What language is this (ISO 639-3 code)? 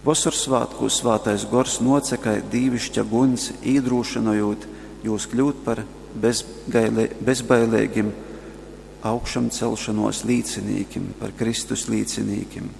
ltg